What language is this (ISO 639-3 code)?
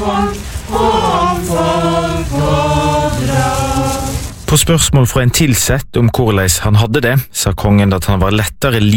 nor